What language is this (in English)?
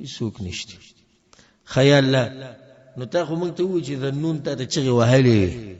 Pashto